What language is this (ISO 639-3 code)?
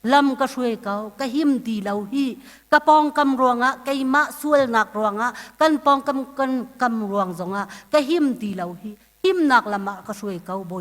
cnh